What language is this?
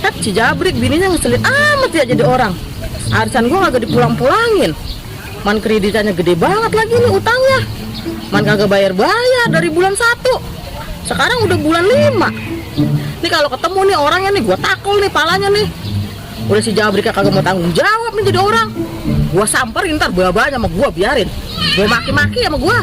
Betawi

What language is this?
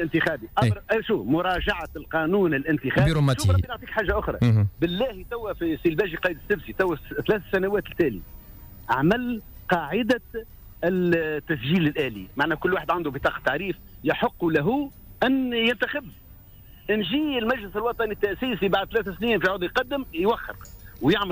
Tunisian Arabic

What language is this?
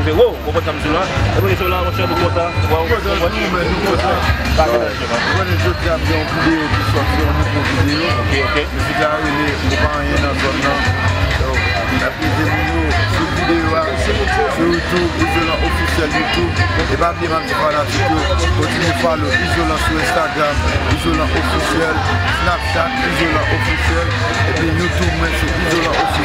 Haitian Creole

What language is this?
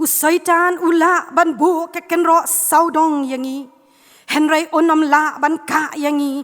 Khasi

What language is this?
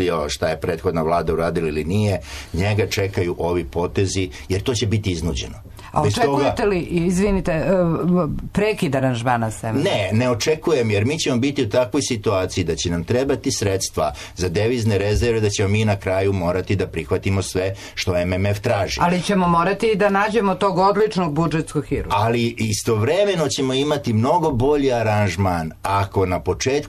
Serbian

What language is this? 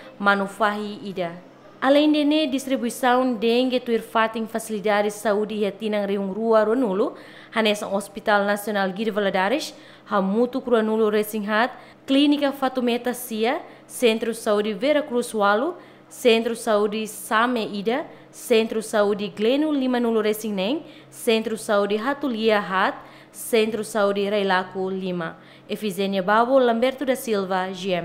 Tetum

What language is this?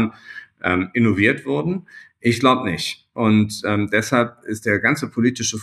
German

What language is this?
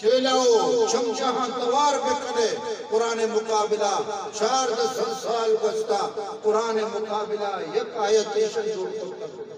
Eastern Balochi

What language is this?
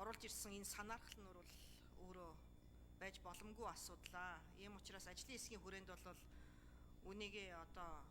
Mongolian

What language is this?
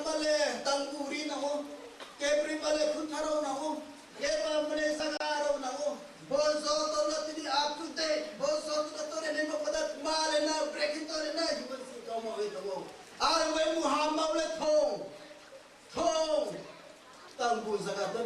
Riang (India)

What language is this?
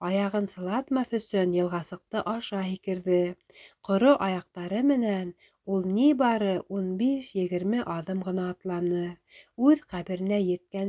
Bashkir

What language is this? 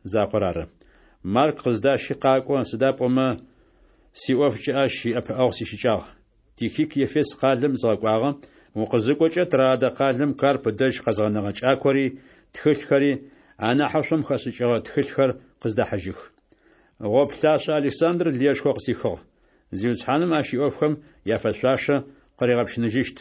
Adyghe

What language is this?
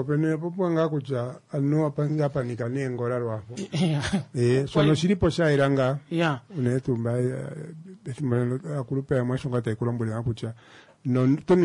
Kuanyama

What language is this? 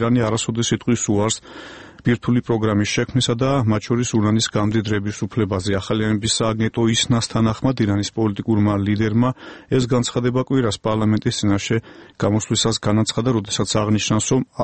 Georgian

